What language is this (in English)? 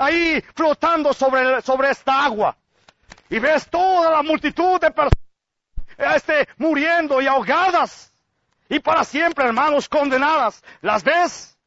Spanish